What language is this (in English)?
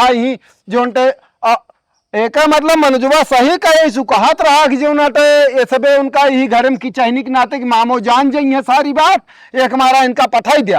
Awadhi